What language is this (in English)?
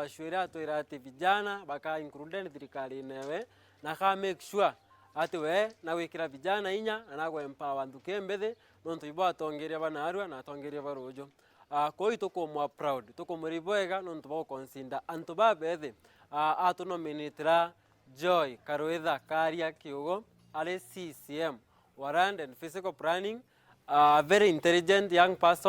Meru